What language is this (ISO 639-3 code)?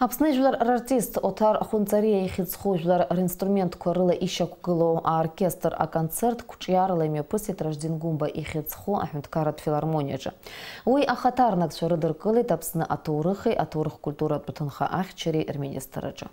abk